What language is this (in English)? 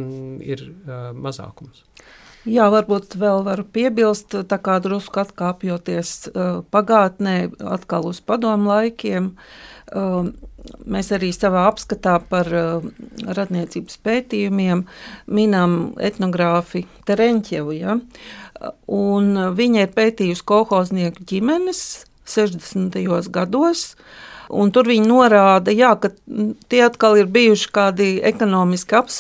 Latvian